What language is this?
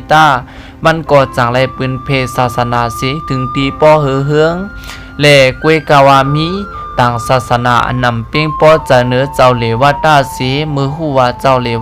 Shan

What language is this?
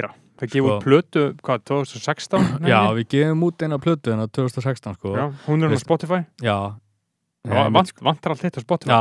Icelandic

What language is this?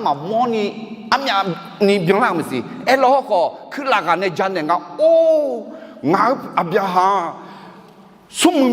Akha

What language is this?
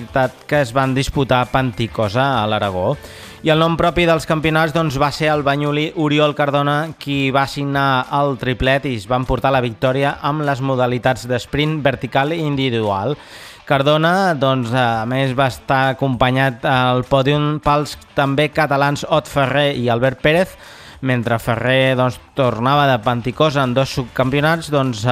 Catalan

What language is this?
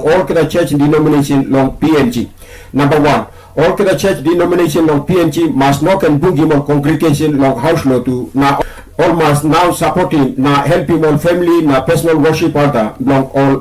Tok Pisin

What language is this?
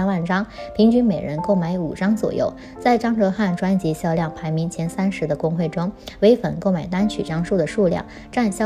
Chinese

